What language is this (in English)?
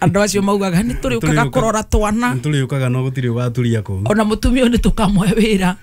Kikuyu